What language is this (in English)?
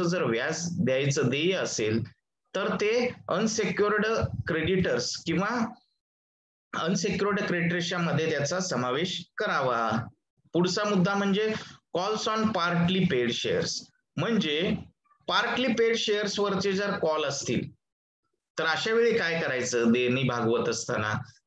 Marathi